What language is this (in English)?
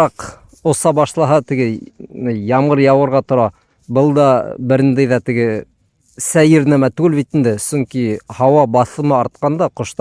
Bashkir